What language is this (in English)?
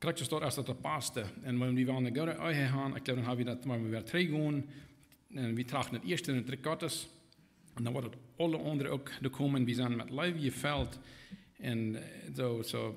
Plautdietsch